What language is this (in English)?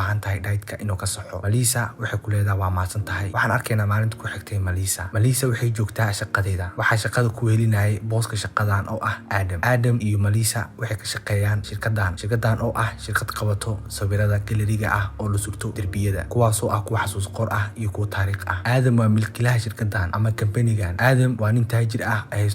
Somali